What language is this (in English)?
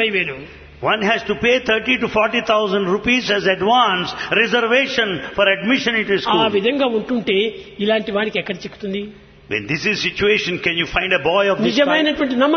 Telugu